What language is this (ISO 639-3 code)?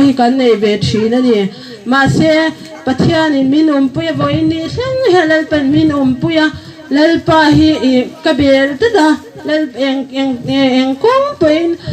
hmr